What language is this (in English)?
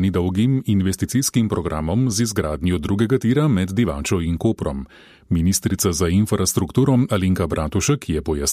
Slovenian